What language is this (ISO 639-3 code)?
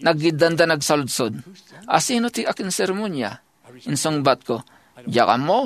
ilo